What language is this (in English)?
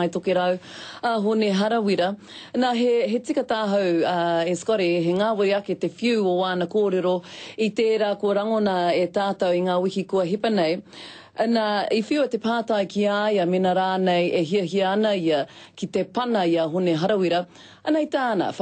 Māori